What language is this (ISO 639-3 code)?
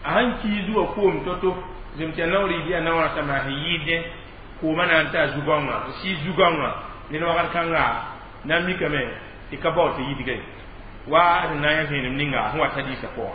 mos